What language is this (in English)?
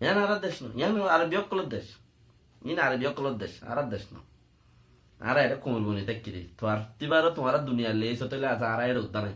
Rohingya